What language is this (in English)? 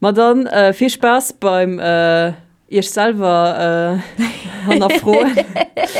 Luxembourgish